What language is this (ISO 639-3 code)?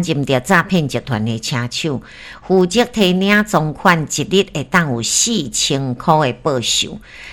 nan